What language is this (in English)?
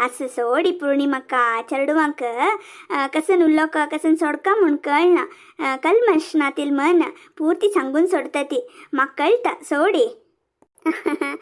Konkani